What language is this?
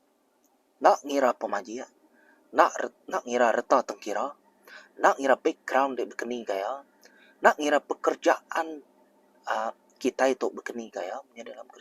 Iban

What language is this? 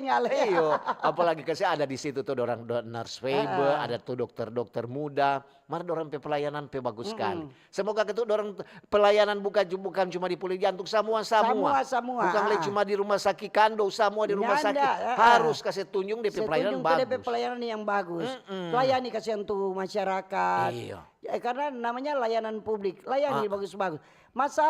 Manado Malay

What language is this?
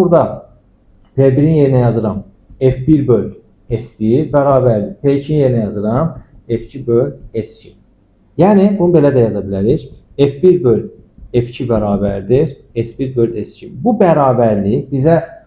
Azerbaijani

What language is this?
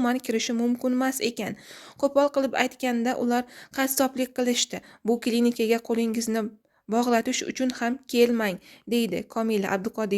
Uzbek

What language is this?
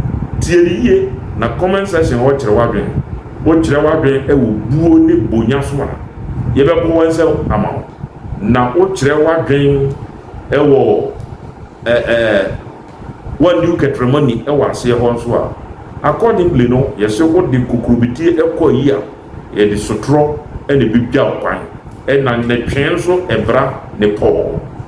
Akan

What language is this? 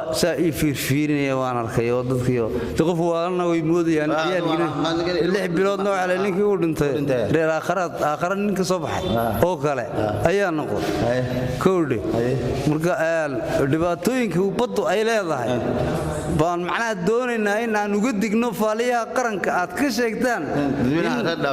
Somali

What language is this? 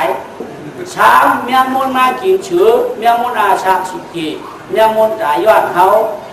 Shan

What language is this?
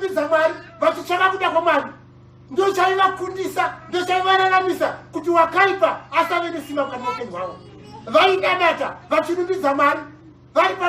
Shona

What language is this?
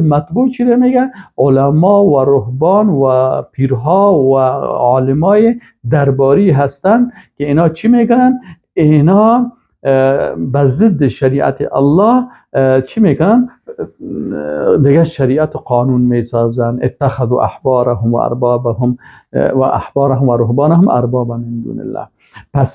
Persian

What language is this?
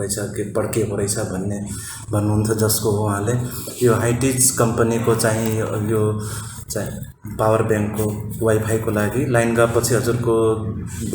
Nepali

